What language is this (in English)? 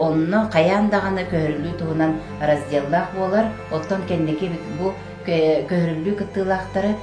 Yakut